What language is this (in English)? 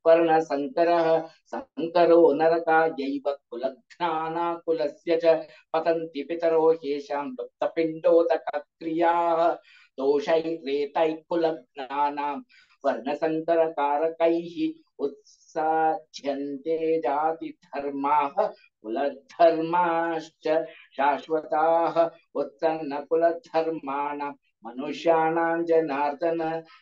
Sanskrit